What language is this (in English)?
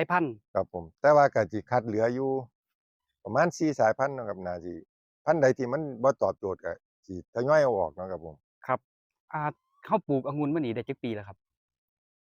Northeastern Thai